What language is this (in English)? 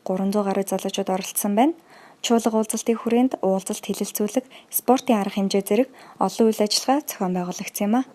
Mongolian